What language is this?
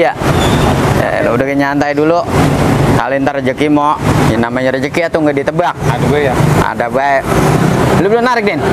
Betawi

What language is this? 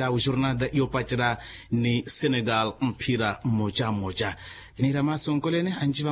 Makhuwa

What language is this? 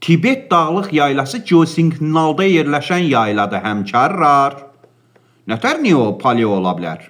Azerbaijani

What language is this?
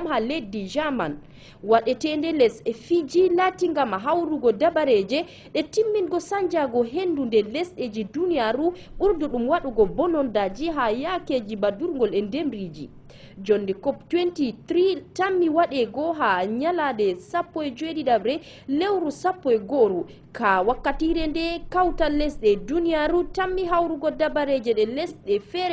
Fula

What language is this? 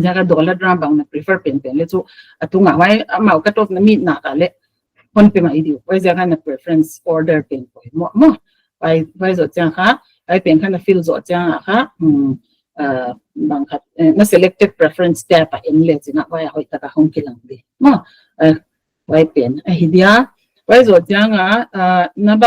Paite Chin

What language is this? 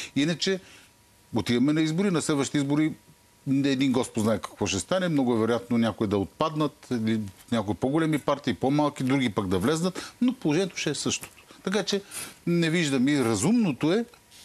Bulgarian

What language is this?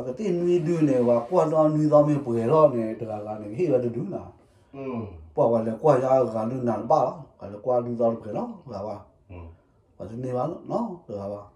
S'gaw Karen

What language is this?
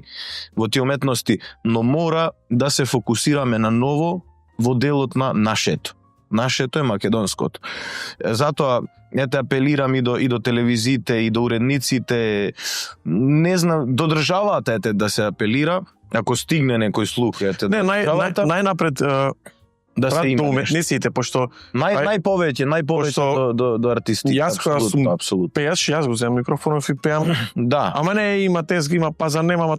Macedonian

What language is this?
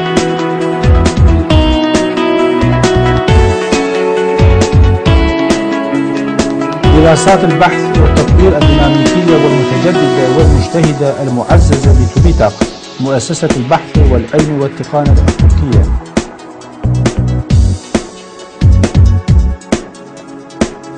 Arabic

